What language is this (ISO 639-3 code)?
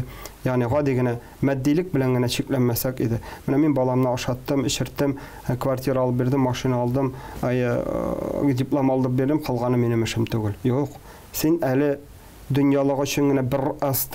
tat